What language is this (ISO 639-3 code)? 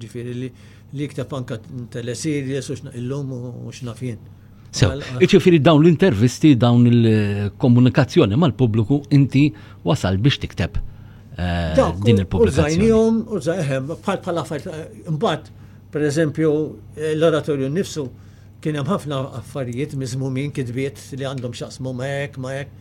mlt